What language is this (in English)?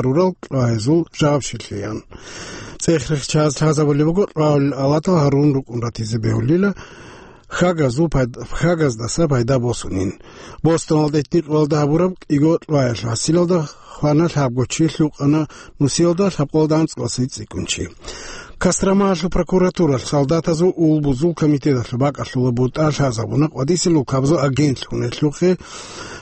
Avaric